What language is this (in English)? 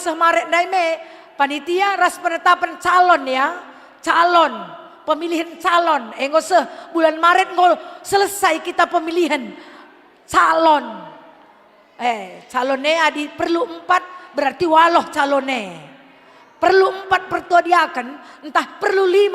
Batak Karo